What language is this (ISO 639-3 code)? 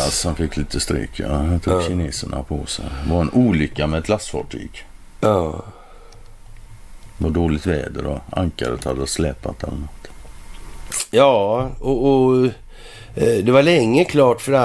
swe